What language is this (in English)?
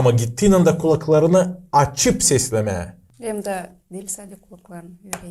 Gagauz